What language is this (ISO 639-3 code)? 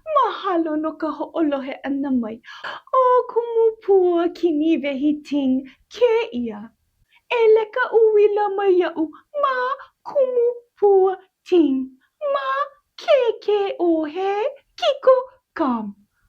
haw